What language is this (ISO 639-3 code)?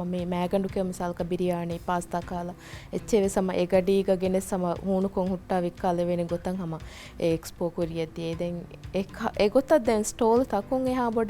div